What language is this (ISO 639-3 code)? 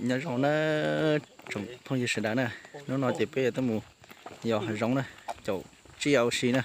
hmn